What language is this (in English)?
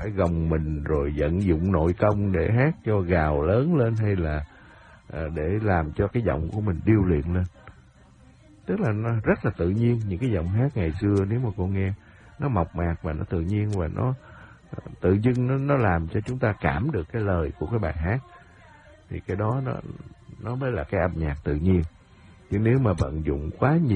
Vietnamese